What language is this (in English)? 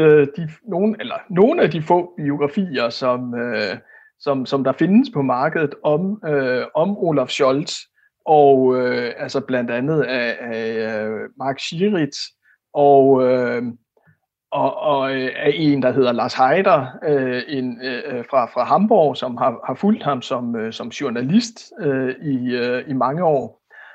Danish